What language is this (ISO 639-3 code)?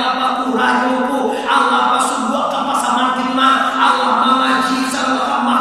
min